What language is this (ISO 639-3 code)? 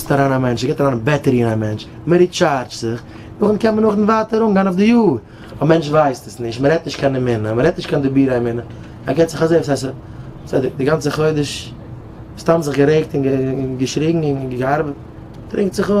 yid